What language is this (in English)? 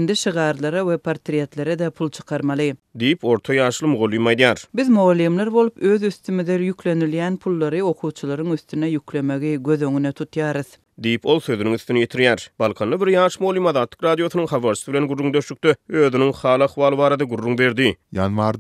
Turkmen